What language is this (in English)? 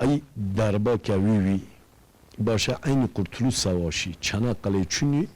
Kurdish